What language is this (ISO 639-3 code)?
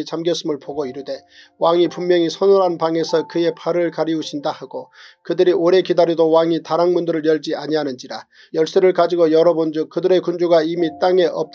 kor